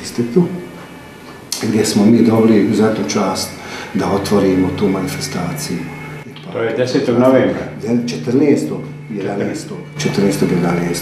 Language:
Bosnian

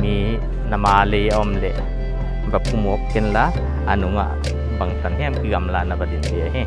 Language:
Paite Chin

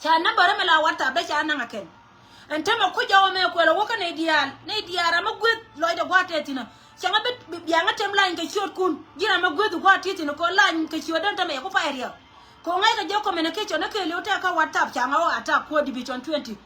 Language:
Nuer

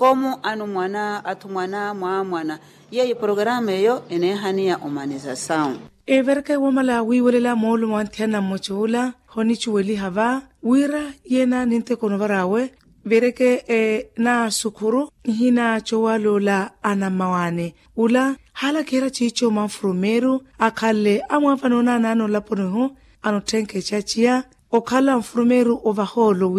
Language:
Makhuwa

